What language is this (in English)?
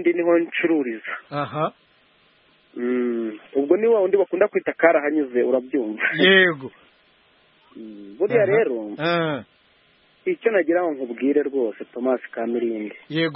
Kinyarwanda